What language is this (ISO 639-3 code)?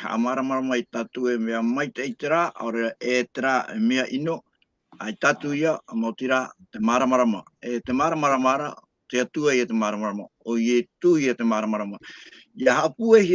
tah